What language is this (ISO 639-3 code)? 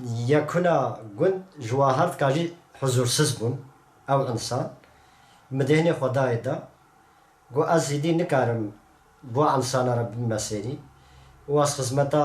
kur